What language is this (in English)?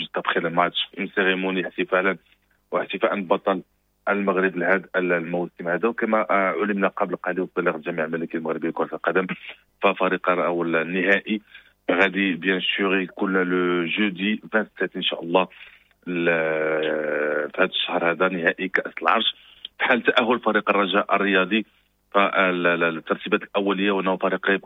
Moroccan Arabic